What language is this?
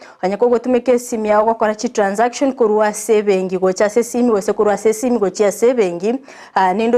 Gusii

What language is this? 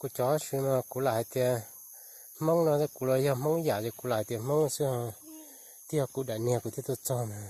Hmong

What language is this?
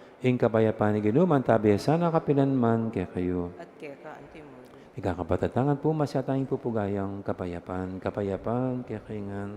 Pampanga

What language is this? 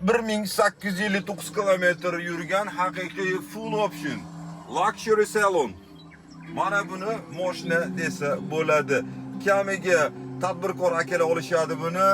Uzbek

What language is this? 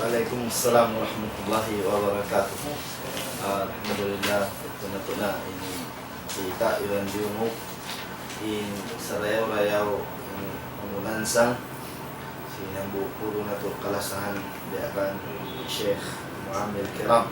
Tausug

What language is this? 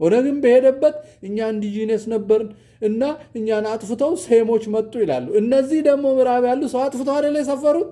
Amharic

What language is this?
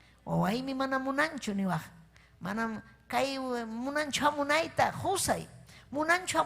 Ayacucho Quechua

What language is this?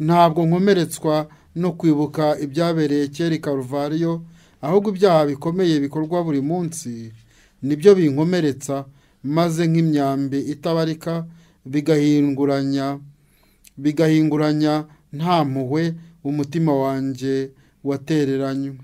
Kinyarwanda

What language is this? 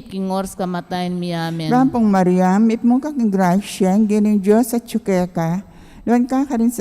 Pampanga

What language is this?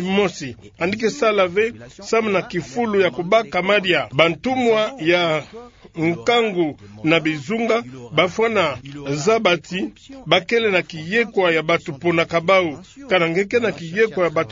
Kituba (Democratic Republic of Congo)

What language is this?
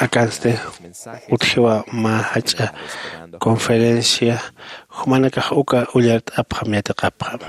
Aymara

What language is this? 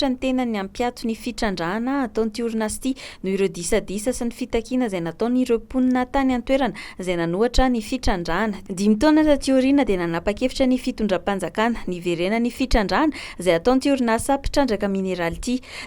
Malagasy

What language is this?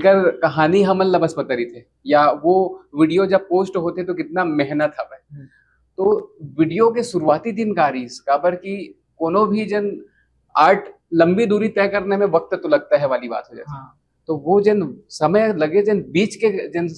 Chhattisgarhi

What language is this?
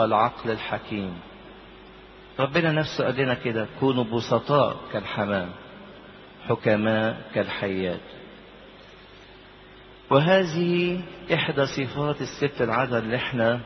Egyptian Arabic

